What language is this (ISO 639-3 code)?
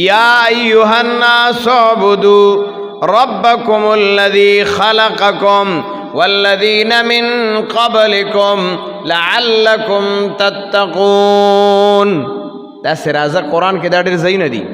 pus